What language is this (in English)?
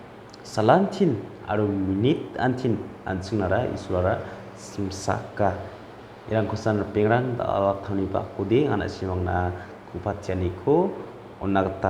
Garo